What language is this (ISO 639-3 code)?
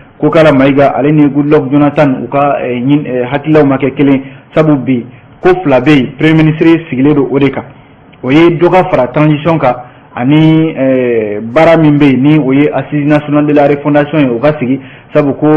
bam